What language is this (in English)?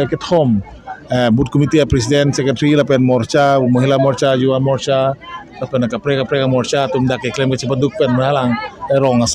Karbi